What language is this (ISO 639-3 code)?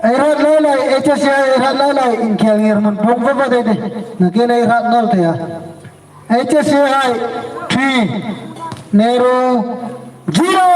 hmr